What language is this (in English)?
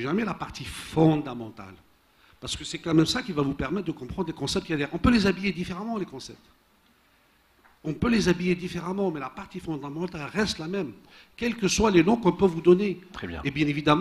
French